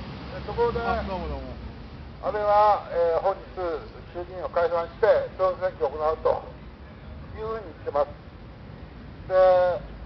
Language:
Japanese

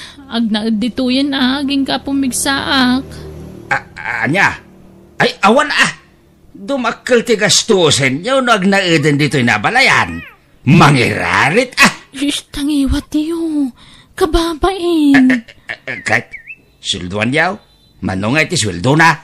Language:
Iloko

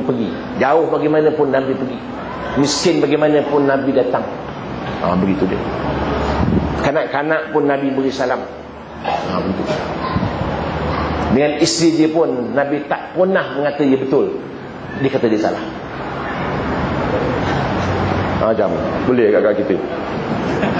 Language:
Malay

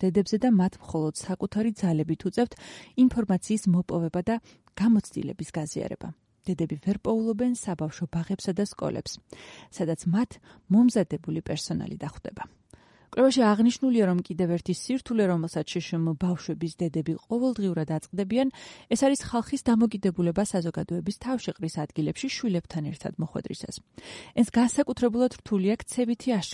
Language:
Georgian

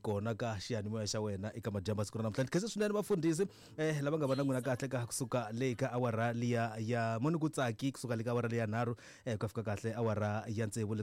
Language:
Tsonga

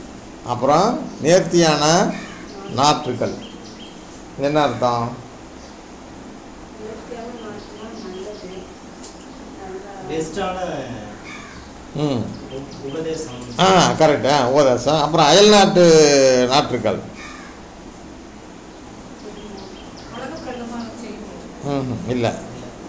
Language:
Tamil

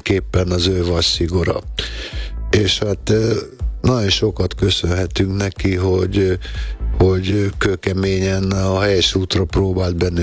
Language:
Hungarian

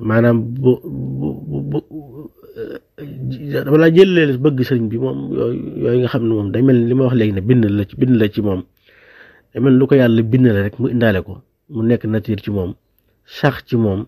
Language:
Wolof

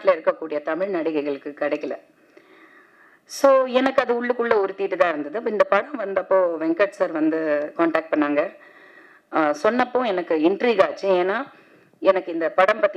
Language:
Tamil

